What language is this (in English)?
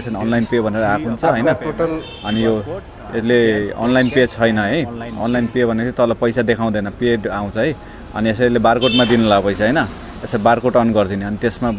Nepali